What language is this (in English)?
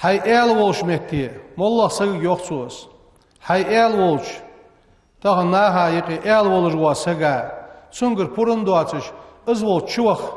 Ingush